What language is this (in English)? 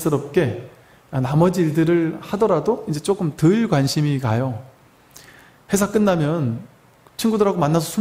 Korean